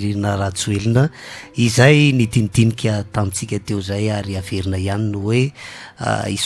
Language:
Malagasy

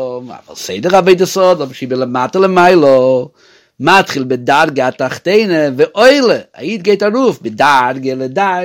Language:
Yiddish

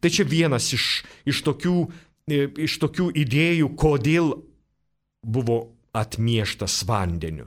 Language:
Lithuanian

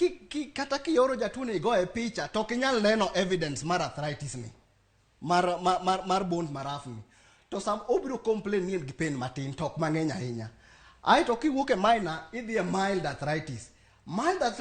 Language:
Luo (Kenya and Tanzania)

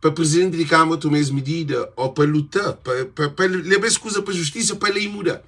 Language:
Kabuverdianu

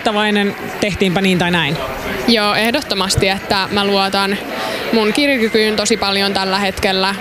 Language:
Finnish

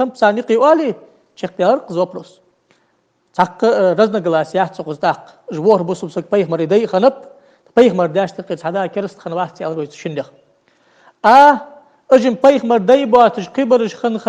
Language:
Ingush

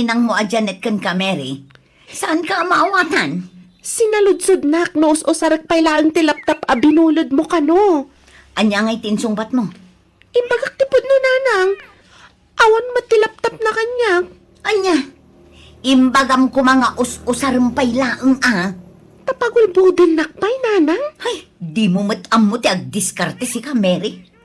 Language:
Iloko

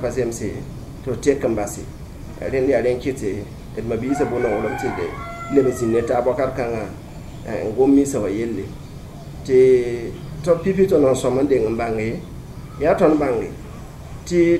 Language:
Mossi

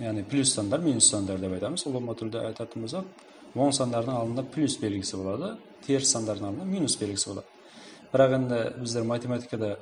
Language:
Kara-Kalpak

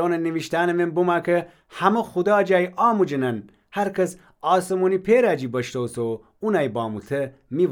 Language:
Gilaki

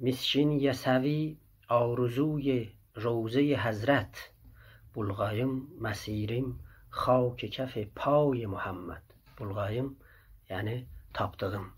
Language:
South Azerbaijani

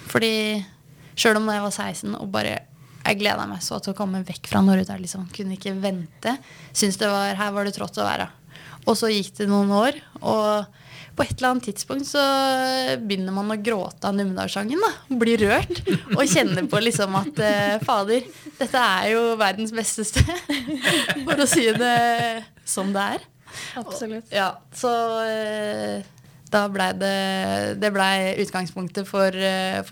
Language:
Norwegian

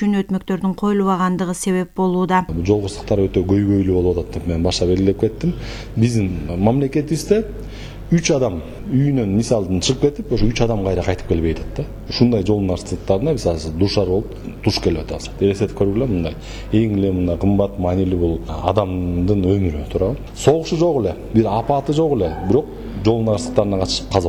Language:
Kyrgyz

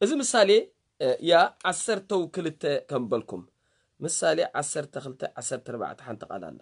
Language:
Tigrinya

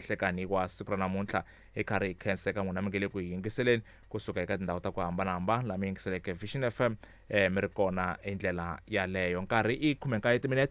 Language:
Tsonga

